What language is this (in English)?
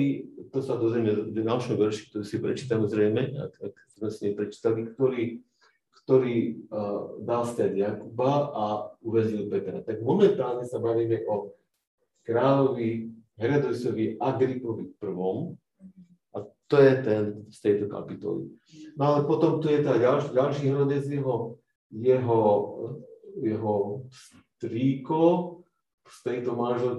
Slovak